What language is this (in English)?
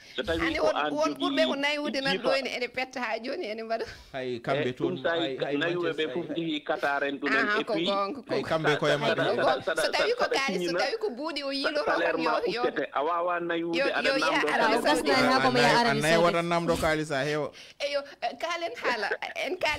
Fula